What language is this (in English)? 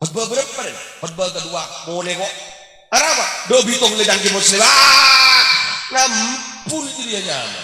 Madurese